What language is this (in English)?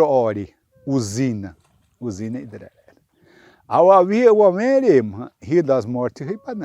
Xavánte